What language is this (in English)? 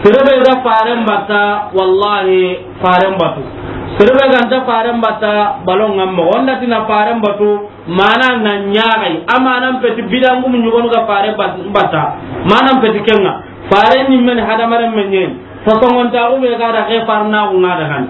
Soninke